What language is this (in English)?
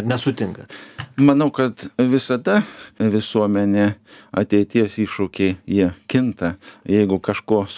Lithuanian